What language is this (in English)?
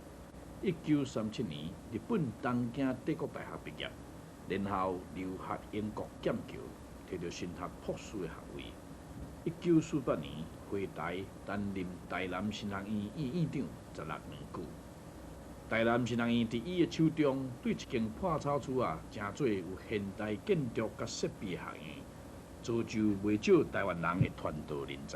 Min Nan Chinese